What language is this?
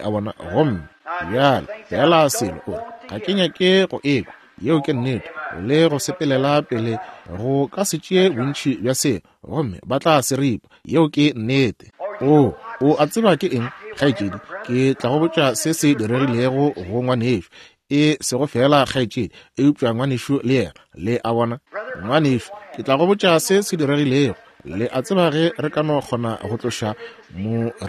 Northern Sotho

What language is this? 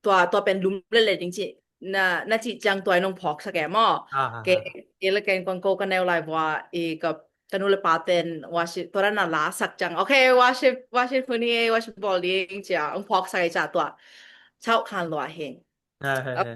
Tedim Chin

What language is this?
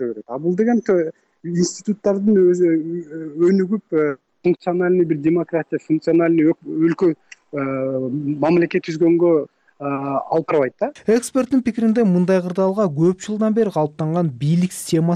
Kyrgyz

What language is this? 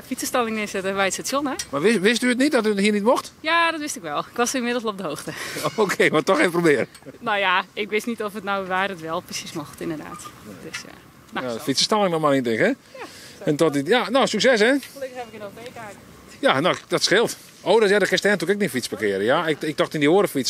Western Frisian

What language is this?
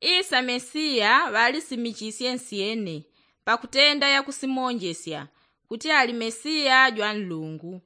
Yao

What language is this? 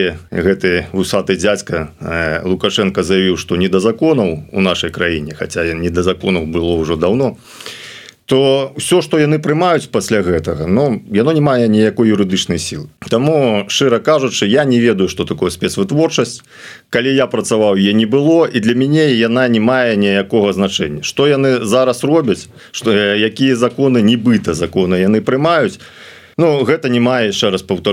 Belarusian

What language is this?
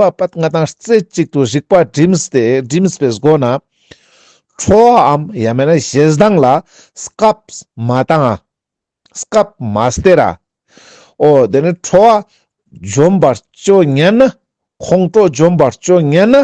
Ladakhi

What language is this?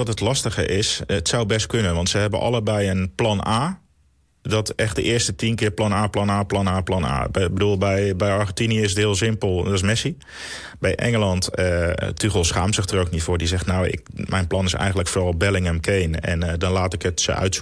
Dutch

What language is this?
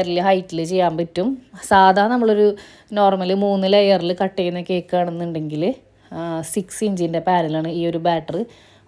Malayalam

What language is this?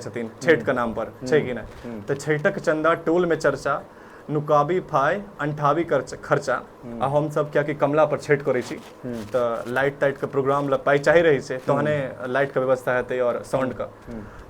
Maithili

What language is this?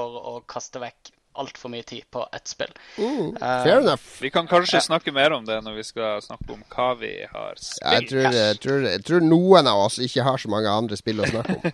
Norwegian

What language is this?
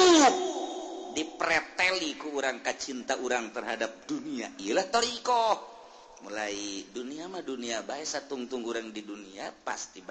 Sundanese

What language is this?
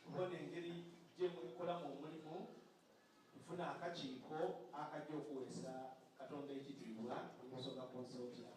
Soga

